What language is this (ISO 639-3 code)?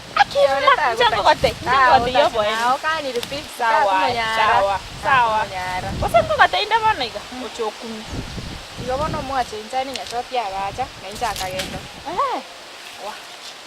guz